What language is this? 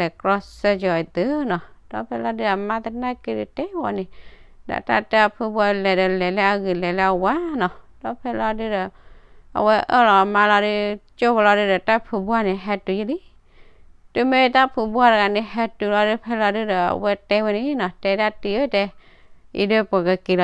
S'gaw Karen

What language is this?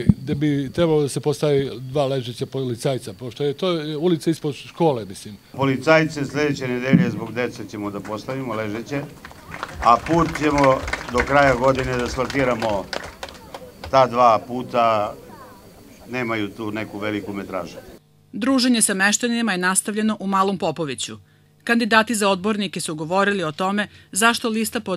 Serbian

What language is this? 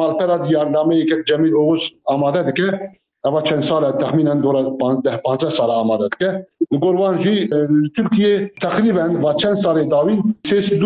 Kurdish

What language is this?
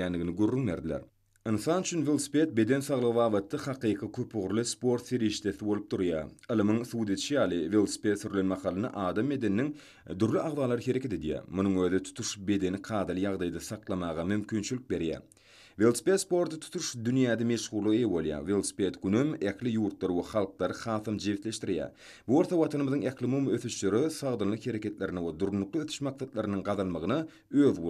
Turkmen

